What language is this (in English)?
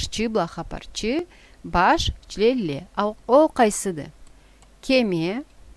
Karachay-Balkar